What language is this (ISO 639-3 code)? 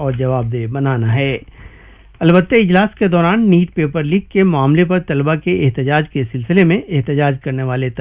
urd